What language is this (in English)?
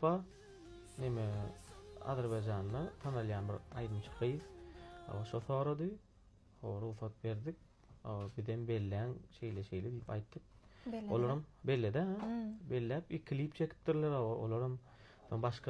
Turkmen